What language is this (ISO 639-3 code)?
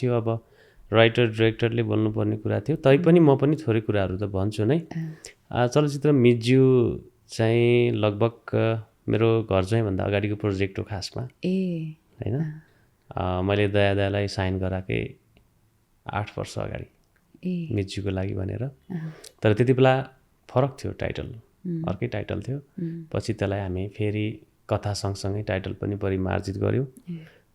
nep